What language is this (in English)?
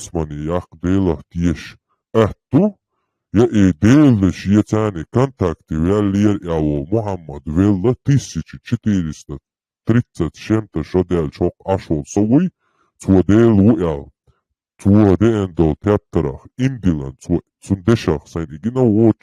Chechen